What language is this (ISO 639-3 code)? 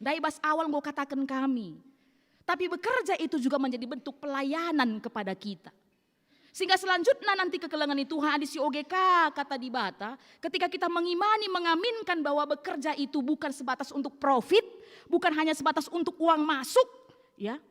btx